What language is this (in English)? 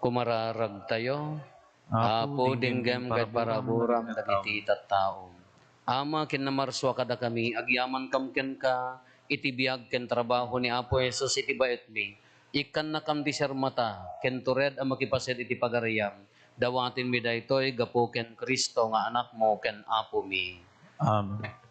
Iloko